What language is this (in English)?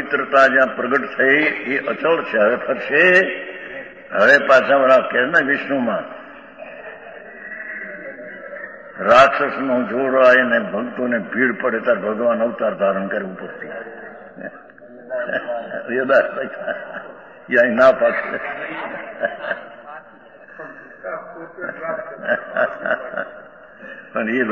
Gujarati